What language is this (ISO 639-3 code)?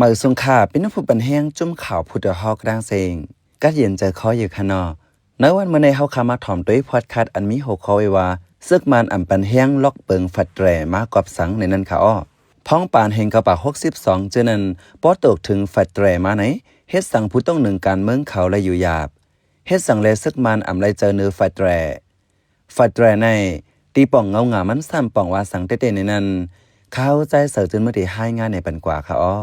shn